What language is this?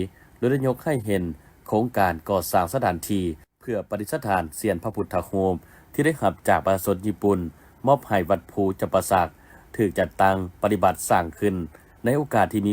Lao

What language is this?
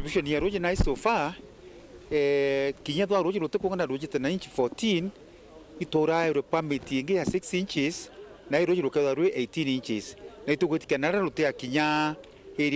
Meru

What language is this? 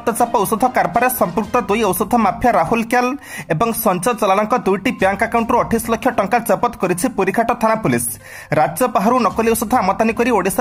Odia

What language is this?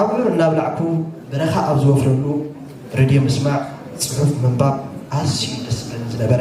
Tigrinya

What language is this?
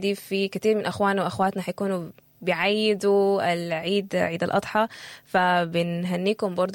Sudanese Arabic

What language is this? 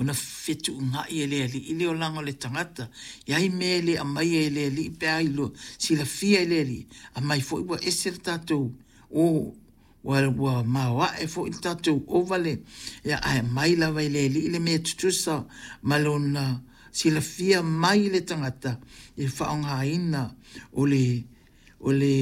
Samoan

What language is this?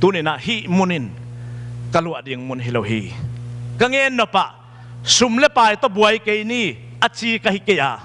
Tedim Chin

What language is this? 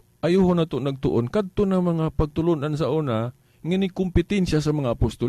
Cebuano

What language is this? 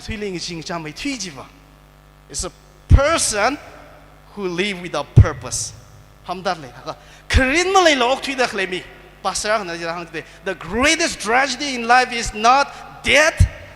Tangkhul Naga (India)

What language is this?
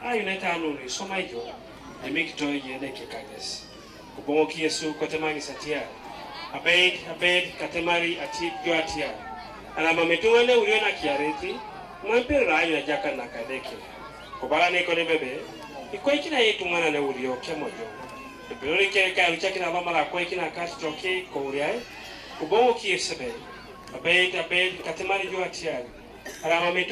Teso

